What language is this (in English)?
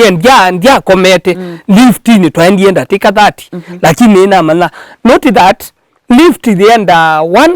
Kamba